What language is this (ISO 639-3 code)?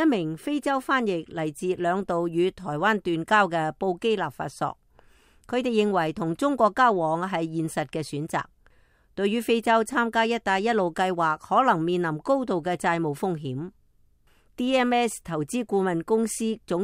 yue